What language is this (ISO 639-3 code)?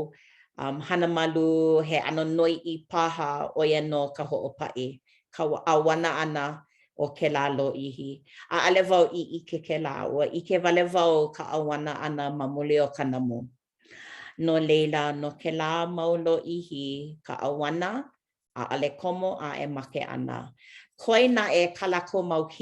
haw